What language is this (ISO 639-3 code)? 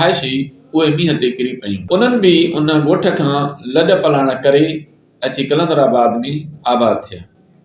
snd